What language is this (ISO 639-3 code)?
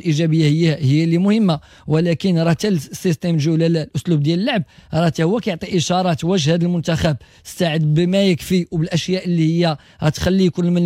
ary